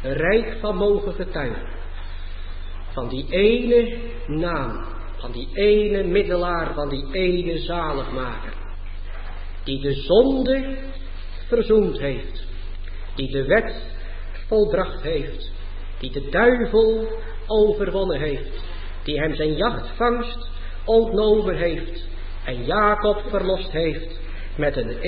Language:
Dutch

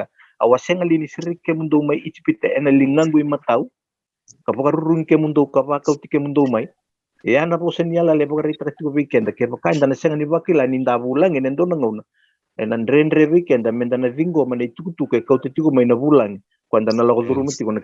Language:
Fijian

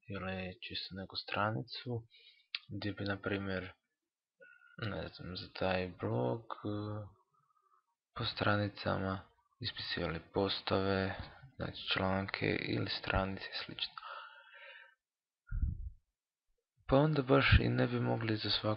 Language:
Croatian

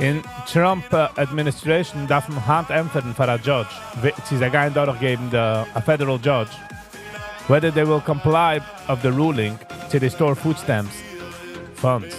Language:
Yiddish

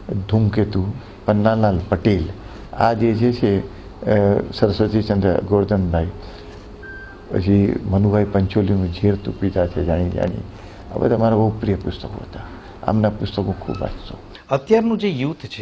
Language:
Gujarati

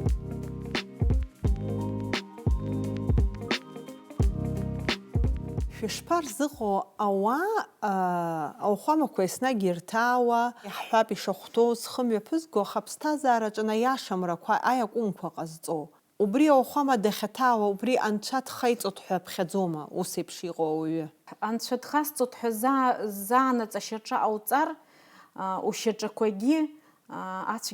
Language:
Abkhazian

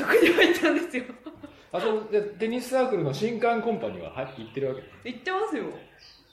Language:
Japanese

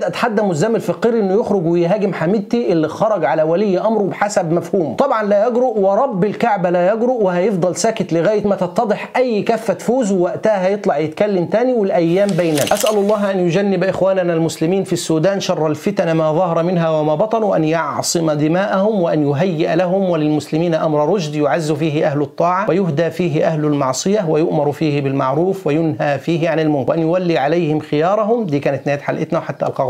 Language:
Egyptian Arabic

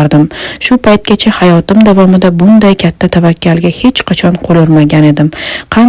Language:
Uzbek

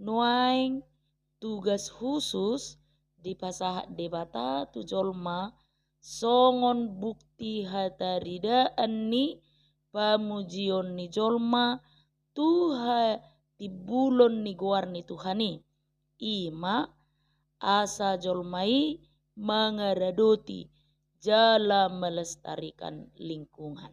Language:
Batak Toba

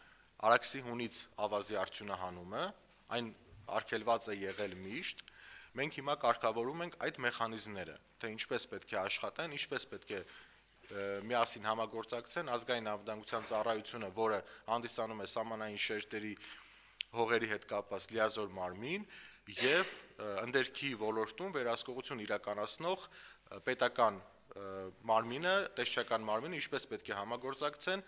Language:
Armenian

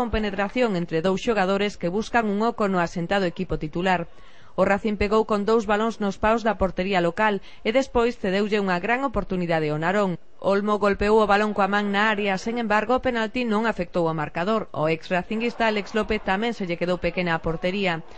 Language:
Galician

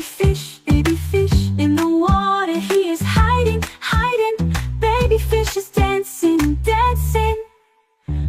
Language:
Tswana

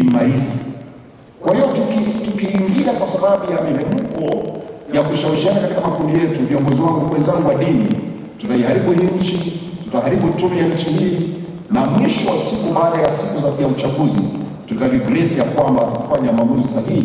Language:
Swahili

